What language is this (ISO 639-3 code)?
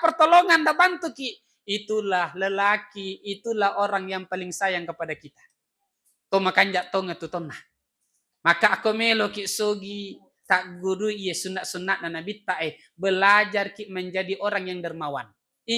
bug